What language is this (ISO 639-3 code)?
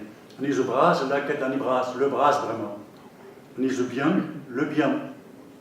bre